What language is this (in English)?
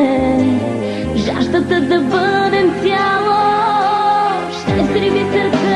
Bulgarian